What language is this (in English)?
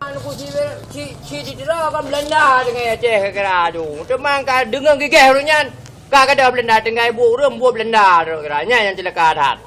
Achinese